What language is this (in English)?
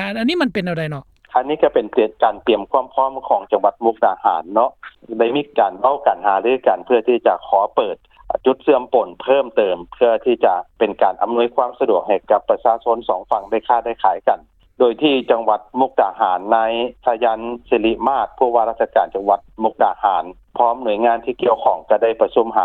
Lao